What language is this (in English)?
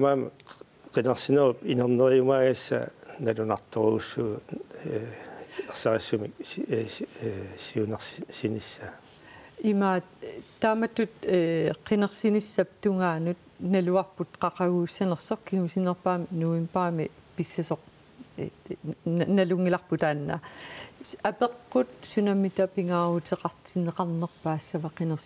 Kalaallisut